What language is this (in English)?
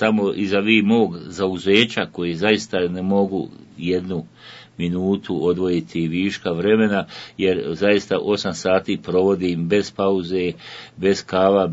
Bosnian